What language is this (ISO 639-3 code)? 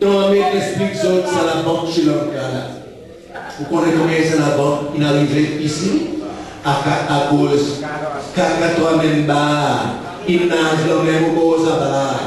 crs